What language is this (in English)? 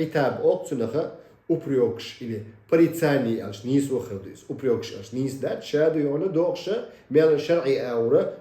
Chechen